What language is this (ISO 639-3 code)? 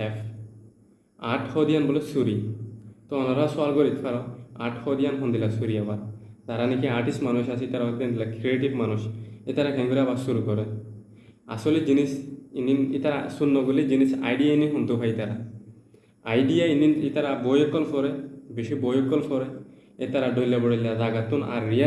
rhg